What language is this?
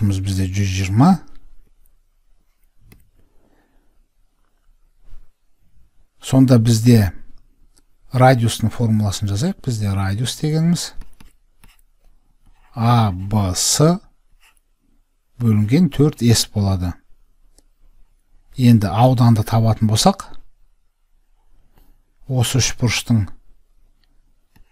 Kazakh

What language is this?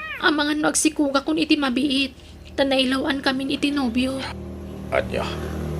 Iloko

